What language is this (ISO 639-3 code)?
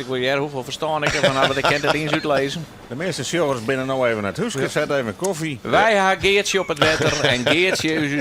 fry